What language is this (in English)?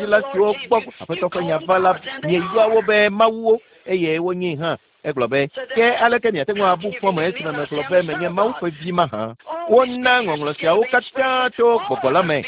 Ewe